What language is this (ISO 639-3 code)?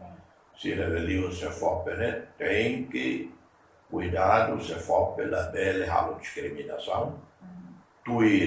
tet